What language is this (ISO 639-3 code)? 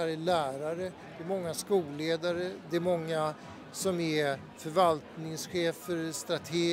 swe